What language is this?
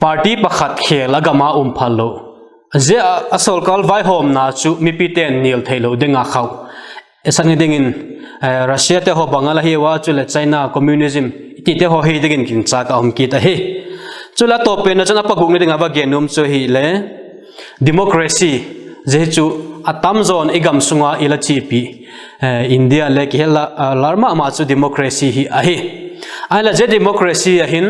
Vaiphei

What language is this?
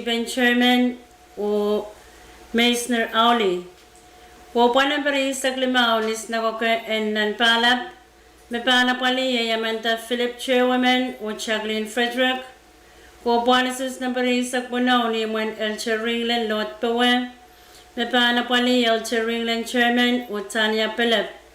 Pohnpeian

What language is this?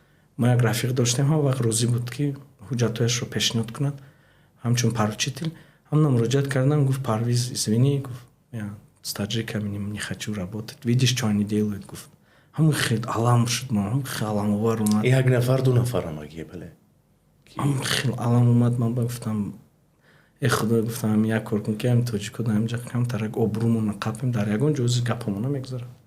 Tajik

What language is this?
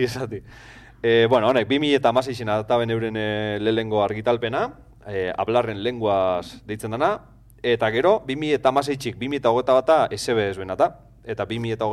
Basque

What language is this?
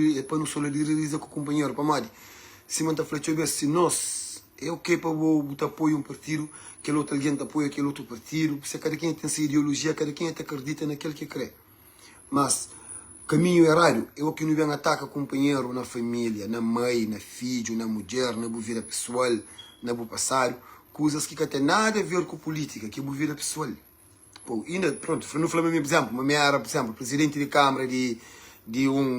Kabuverdianu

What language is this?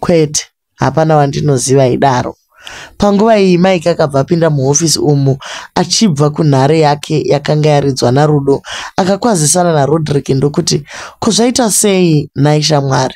Shona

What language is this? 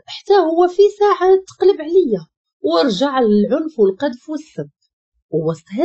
Moroccan Arabic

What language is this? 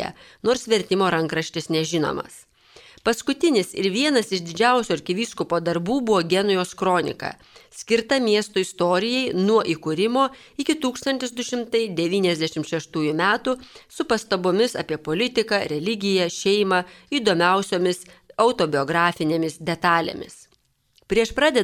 Lithuanian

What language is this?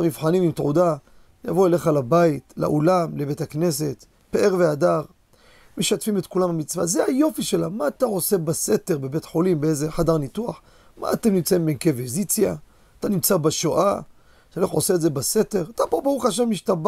Hebrew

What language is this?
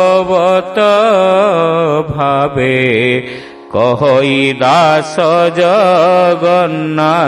Odia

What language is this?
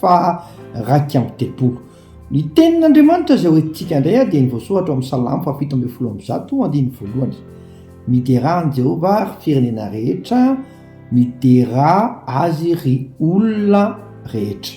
Malagasy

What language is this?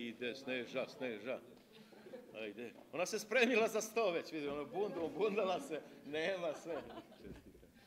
Serbian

